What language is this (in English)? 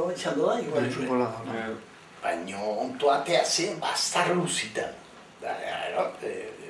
Basque